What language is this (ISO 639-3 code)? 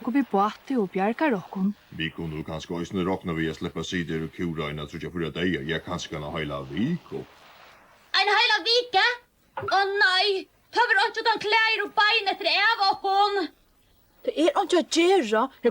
fao